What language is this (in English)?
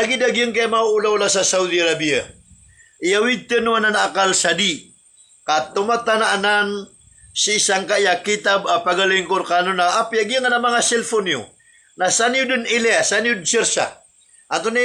Maranao